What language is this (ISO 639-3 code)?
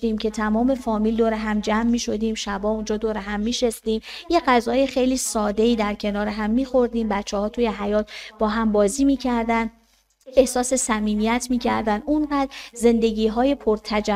fas